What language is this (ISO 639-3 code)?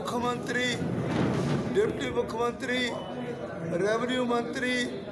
pan